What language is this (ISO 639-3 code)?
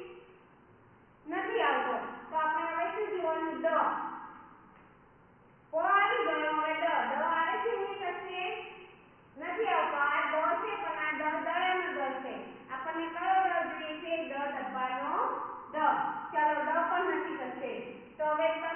guj